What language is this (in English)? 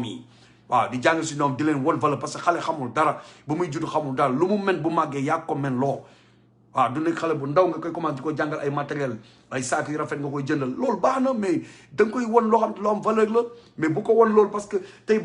Wolof